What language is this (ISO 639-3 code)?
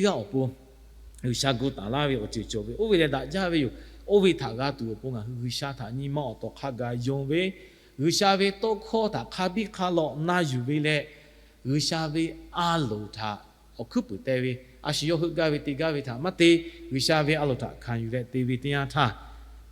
lhu